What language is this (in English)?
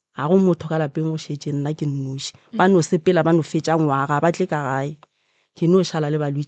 Northern Sotho